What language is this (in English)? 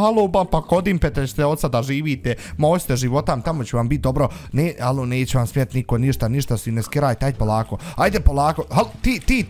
Bosnian